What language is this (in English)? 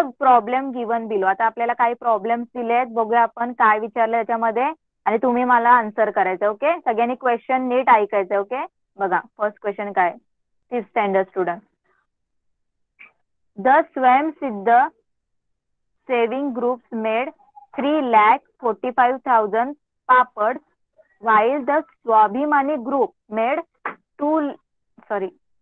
Marathi